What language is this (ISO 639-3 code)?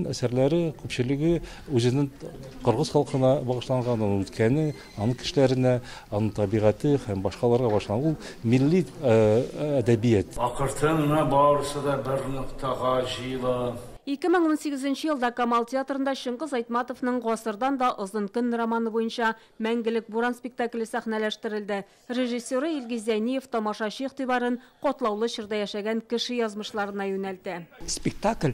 tat